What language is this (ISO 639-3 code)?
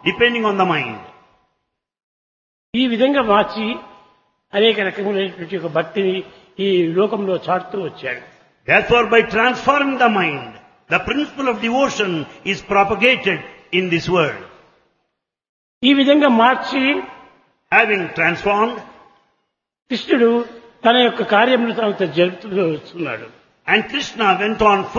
tel